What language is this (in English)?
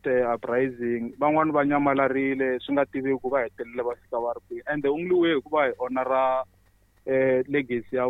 Tsonga